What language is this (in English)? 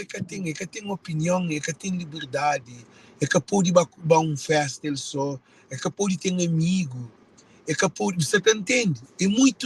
Kabuverdianu